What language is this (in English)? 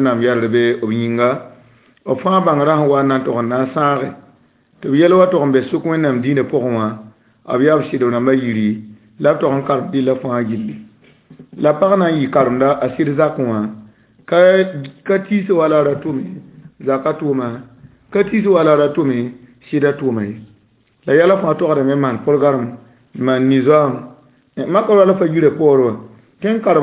Mossi